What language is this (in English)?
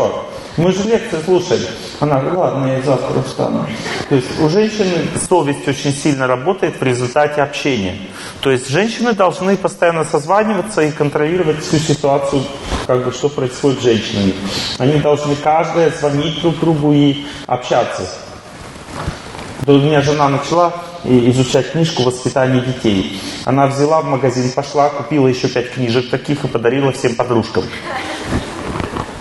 Russian